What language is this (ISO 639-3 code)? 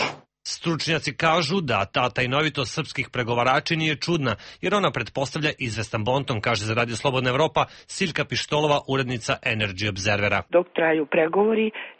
srp